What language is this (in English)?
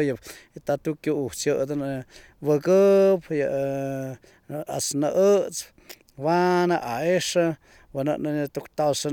Slovenian